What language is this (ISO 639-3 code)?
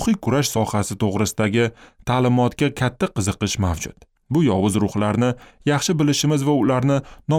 uzb